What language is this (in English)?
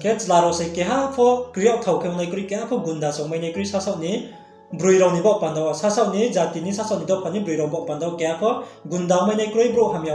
Riang (India)